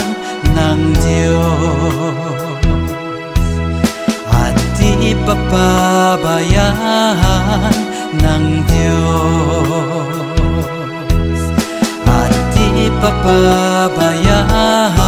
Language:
Filipino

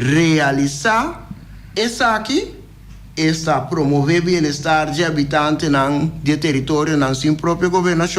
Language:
Papiamento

